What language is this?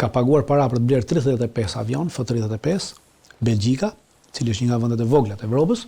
Albanian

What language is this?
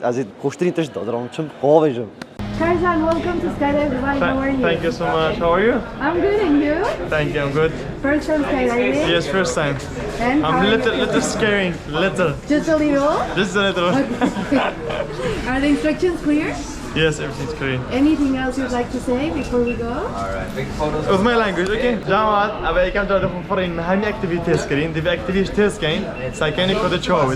Kurdish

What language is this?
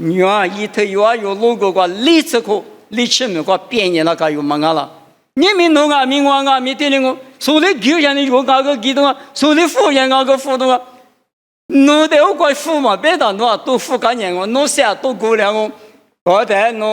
Lisu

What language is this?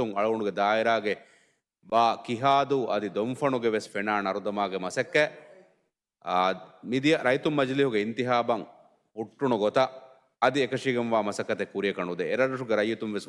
Divehi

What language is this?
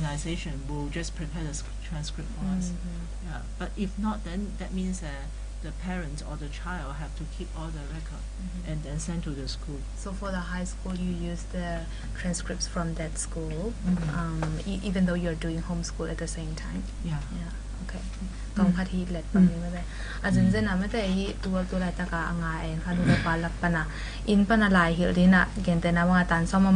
Tedim Chin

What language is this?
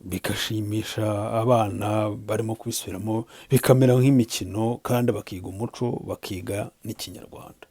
Kinyarwanda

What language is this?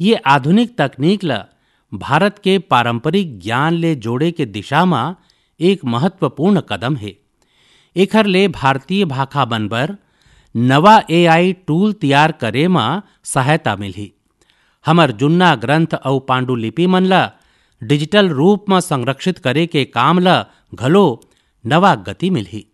Chhattisgarhi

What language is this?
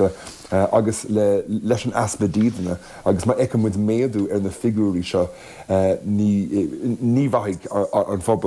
Irish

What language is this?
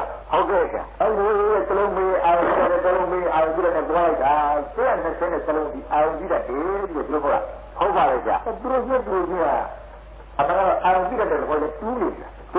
Burmese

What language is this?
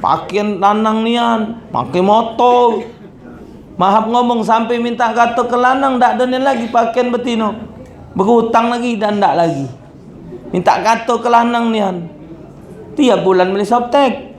Musi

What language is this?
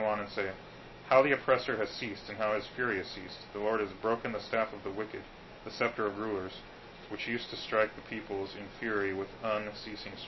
English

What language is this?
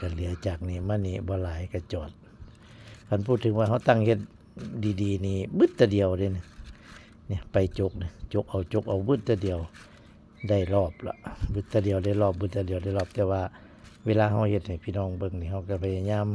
Northeastern Thai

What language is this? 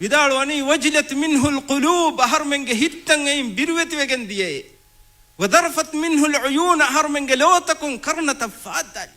Divehi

